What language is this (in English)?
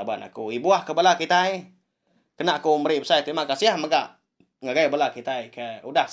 Iban